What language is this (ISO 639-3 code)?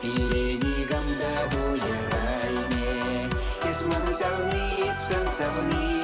chv